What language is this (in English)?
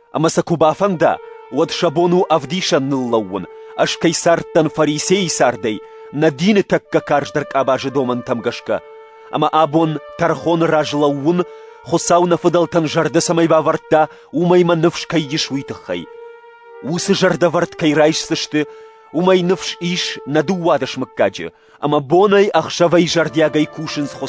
Ossetic